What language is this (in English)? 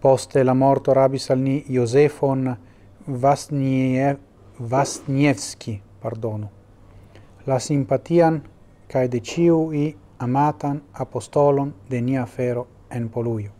Esperanto